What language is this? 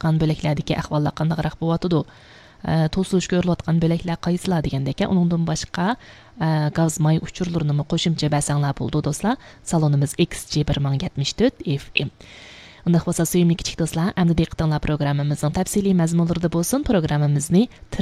Uyghur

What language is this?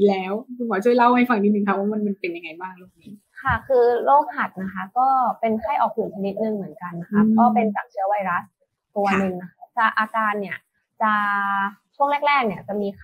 Thai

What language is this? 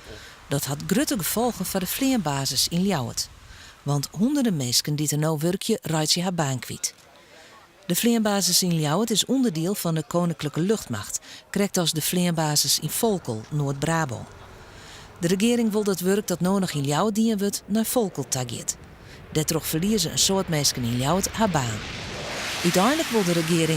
Western Frisian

